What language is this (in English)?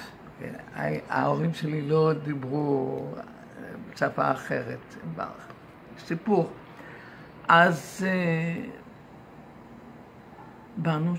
Hebrew